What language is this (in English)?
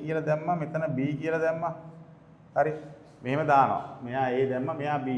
Sinhala